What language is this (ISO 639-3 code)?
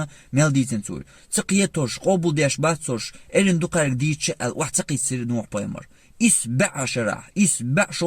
che